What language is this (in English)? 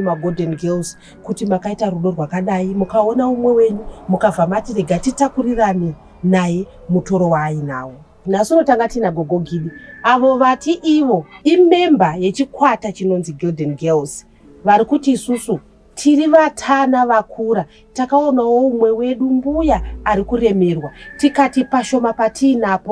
Shona